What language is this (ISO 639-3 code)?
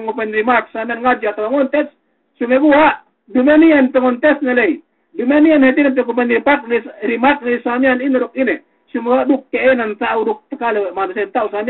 yka